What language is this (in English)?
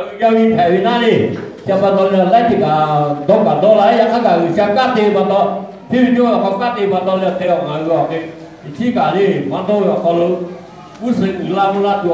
Lahu